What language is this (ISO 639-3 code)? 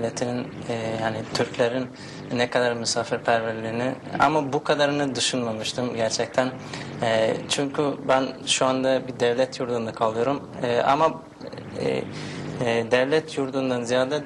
tur